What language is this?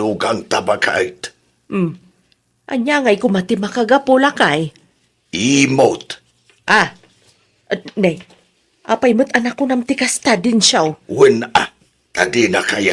Iloko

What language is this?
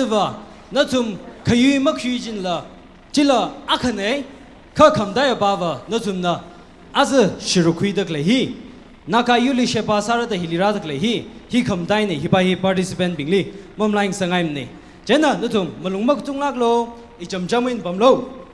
Tangkhul Naga (India)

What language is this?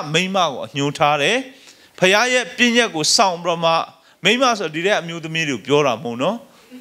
Burmese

